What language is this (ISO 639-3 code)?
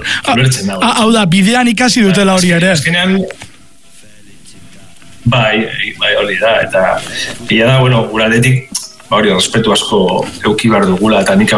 eus